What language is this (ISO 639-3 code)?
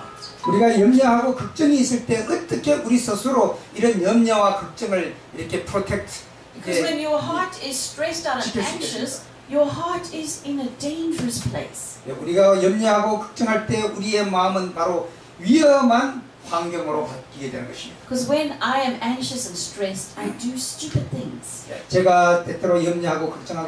kor